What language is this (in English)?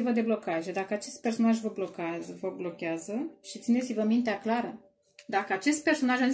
Romanian